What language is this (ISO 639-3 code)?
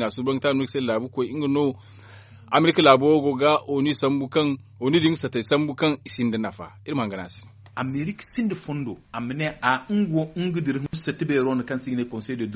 dje